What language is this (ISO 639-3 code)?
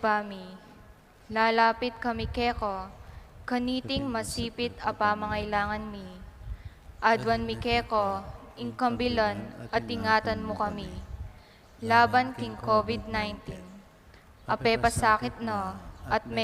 pam